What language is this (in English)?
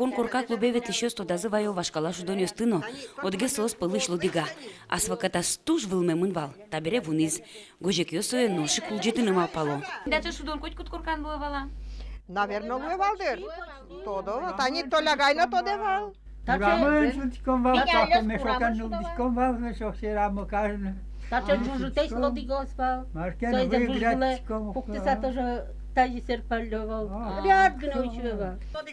Udmurt